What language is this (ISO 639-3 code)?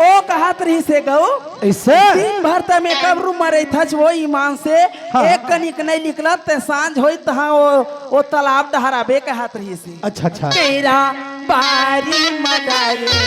hne